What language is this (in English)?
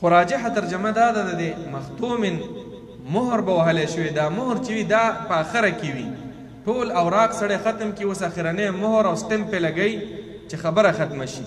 Pashto